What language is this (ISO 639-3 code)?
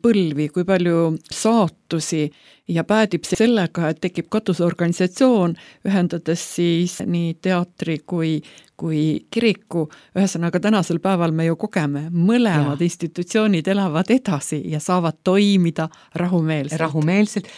est